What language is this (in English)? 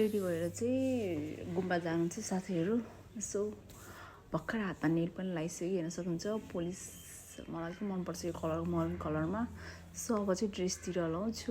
Nepali